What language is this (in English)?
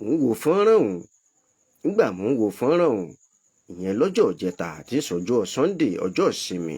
Yoruba